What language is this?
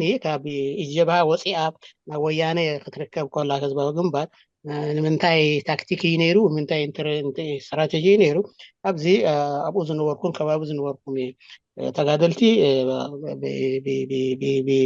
Tigrinya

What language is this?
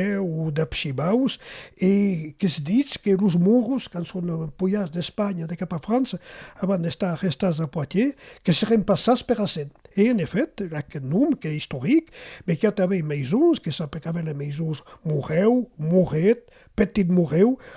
Occitan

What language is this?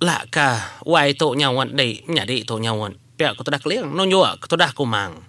Iban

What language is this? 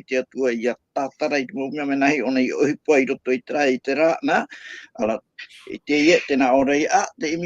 Tahitian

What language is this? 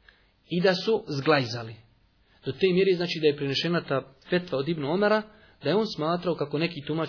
Bosnian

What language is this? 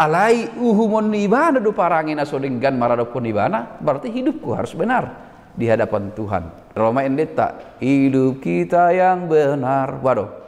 Batak Toba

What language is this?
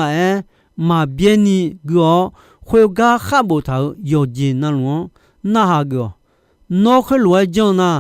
Akha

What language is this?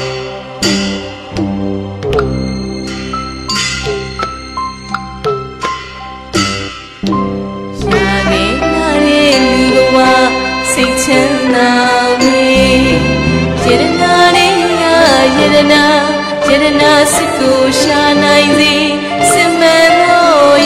Burmese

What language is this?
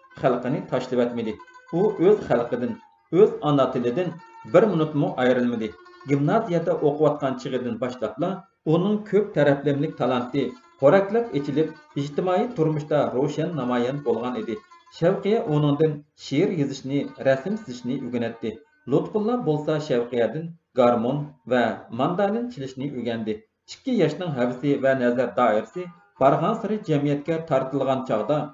Uyghur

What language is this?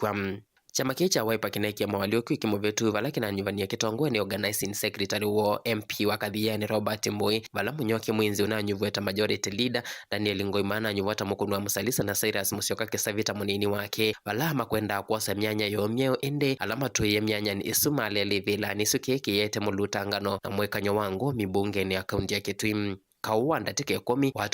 Kamba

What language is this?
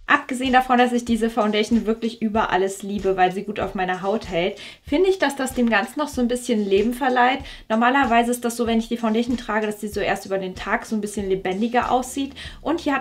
German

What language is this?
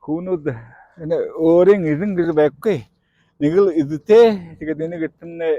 Buriat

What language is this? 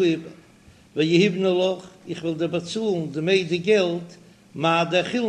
Yiddish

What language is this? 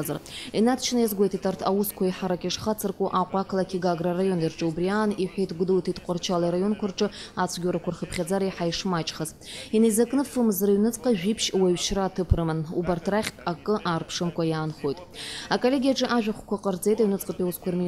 Abkhazian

